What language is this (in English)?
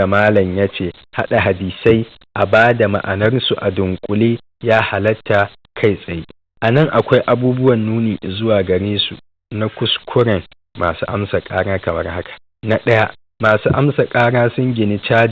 Hausa